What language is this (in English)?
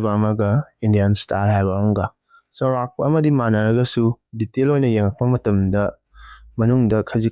Manipuri